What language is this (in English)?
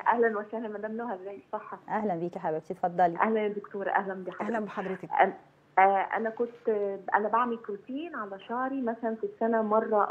Egyptian Arabic